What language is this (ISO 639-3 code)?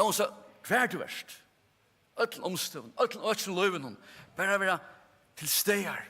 fao